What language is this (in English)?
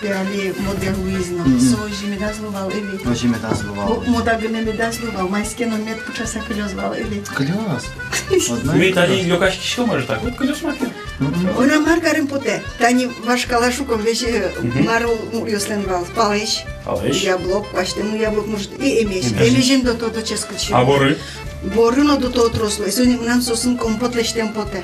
Udmurt